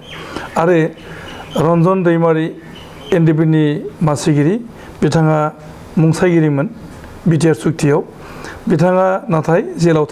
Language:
Bodo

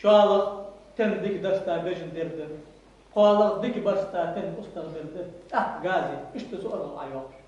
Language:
Ingush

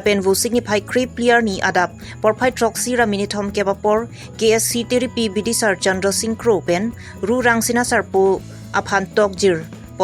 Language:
Karbi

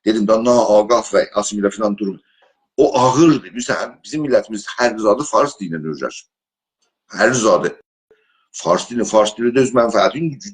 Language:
South Azerbaijani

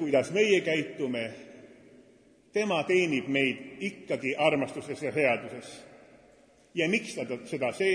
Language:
Estonian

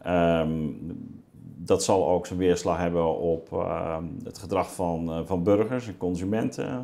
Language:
Dutch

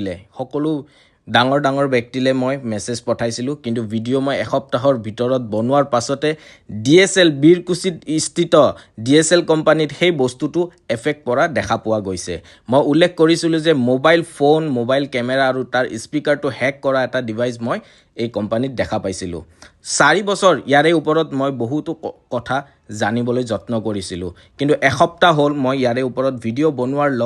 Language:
Assamese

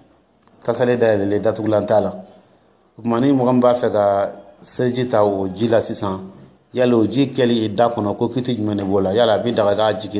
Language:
Dyula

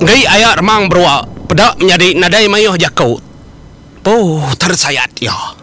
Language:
Iban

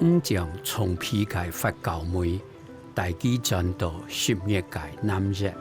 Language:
Hakka Chinese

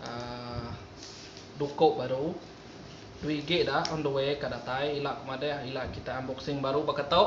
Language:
Iban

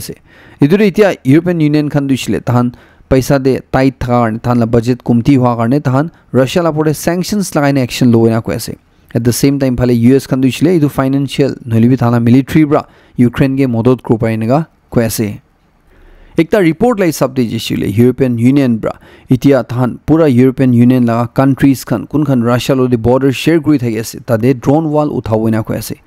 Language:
Naga Pidgin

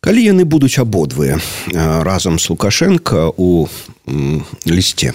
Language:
Belarusian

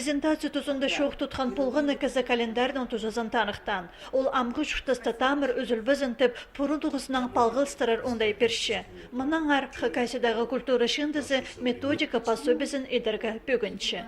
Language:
Khakas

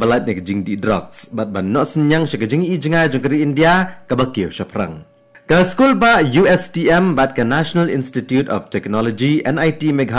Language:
Khasi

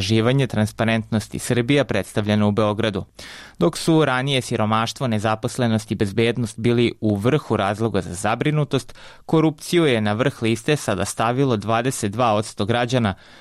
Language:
Serbian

